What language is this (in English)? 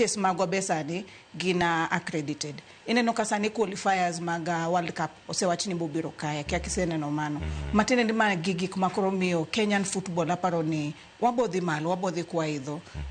Luo (Kenya and Tanzania)